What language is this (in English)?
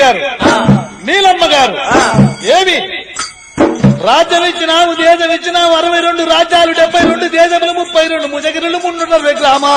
Telugu